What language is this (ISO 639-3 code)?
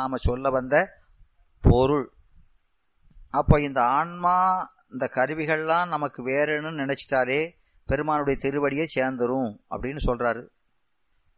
tam